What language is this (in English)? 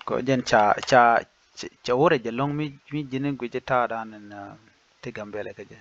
Nuer